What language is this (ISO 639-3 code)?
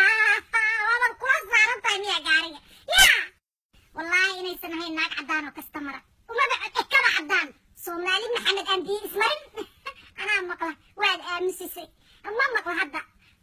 som